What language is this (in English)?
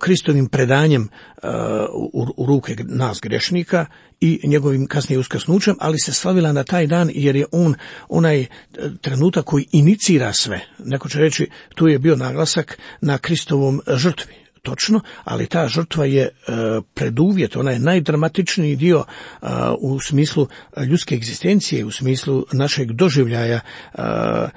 Croatian